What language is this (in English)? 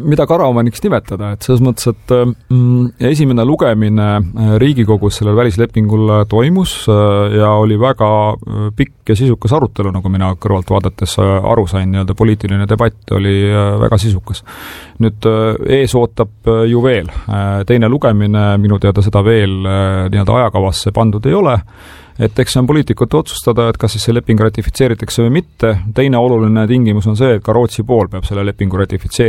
Estonian